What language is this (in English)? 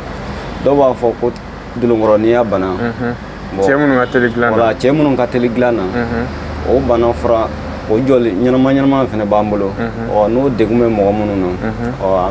Bambara